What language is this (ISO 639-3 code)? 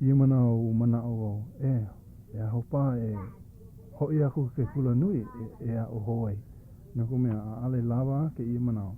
haw